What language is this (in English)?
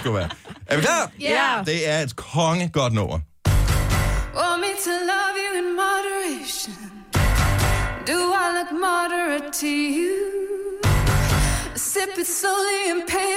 Danish